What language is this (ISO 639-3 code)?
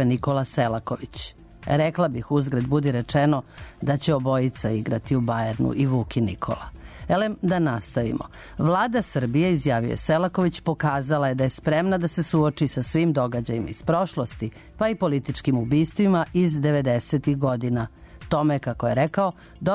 srp